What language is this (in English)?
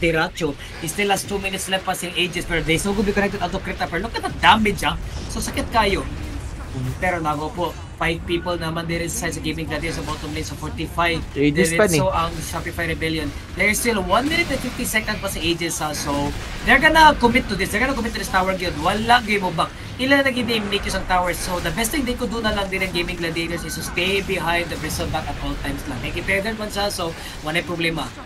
Cebuano